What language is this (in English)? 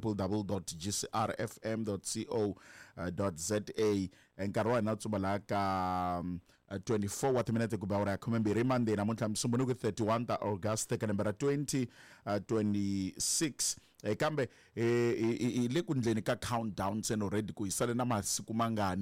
Tsonga